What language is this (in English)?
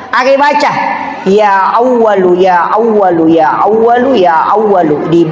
Buginese